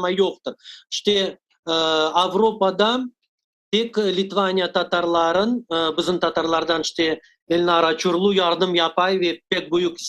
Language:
Crimean Tatar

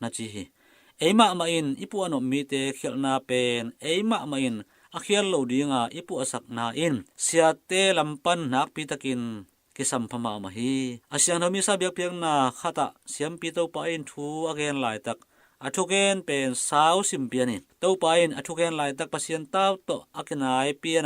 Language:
Tedim Chin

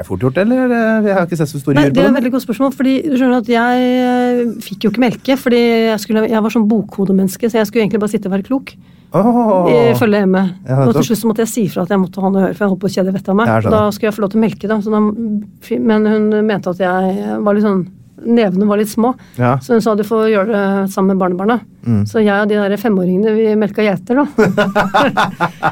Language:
Norwegian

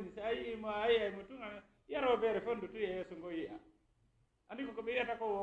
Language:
Fula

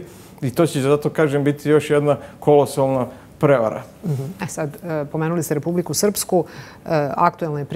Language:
Serbian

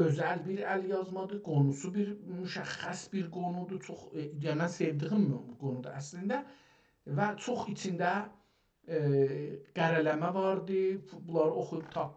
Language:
South Azerbaijani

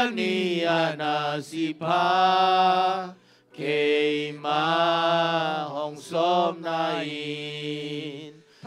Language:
Tedim Chin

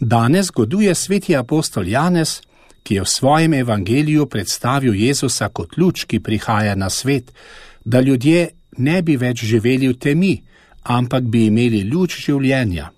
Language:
Slovenian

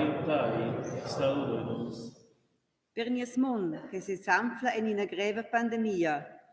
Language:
Romansh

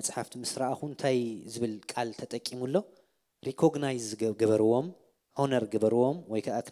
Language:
Tigrinya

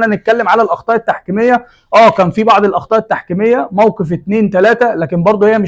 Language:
Egyptian Arabic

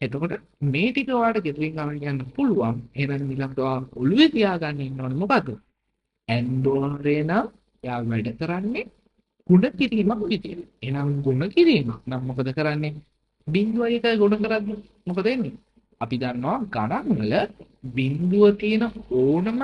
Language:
Sinhala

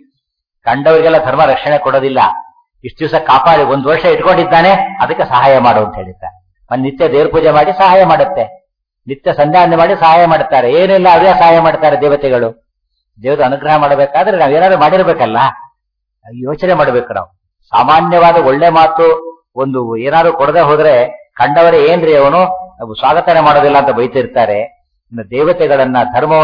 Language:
Kannada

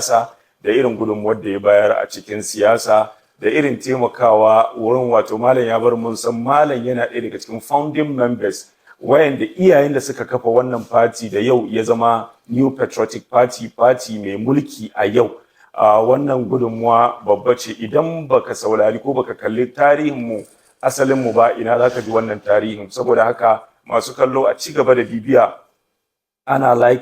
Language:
Hausa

